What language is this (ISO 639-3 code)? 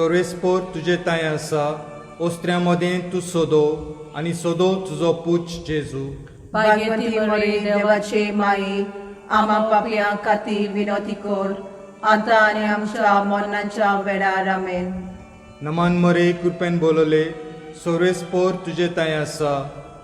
kok